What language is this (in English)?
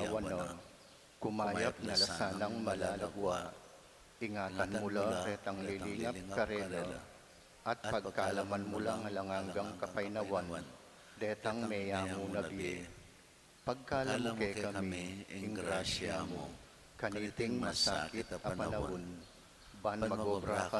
Pampanga